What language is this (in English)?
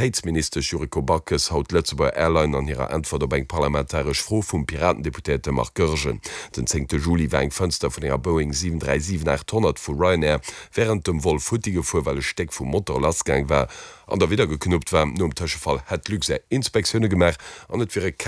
Luxembourgish